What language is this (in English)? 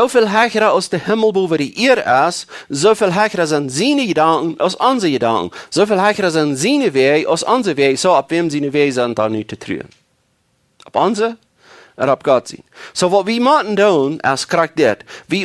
Plautdietsch